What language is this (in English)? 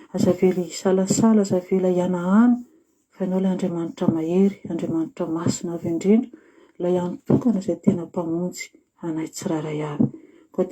Malagasy